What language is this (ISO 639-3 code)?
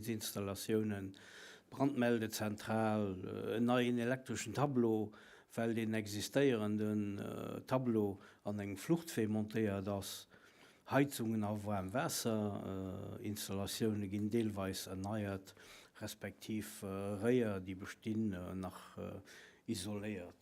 ltz